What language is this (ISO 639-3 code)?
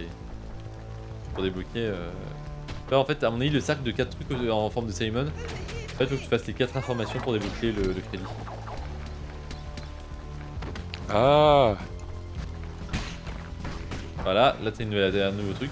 fra